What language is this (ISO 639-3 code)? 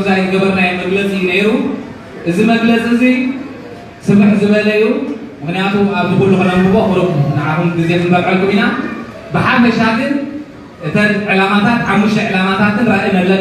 tir